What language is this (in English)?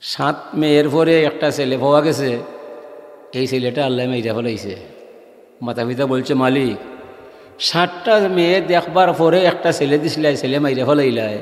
Sylheti